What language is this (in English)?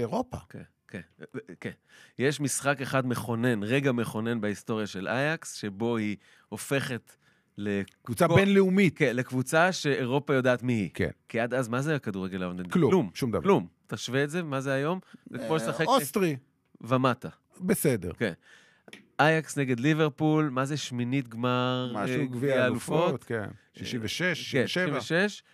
Hebrew